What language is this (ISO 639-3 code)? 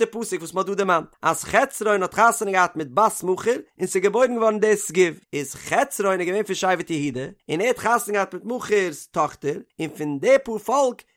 yid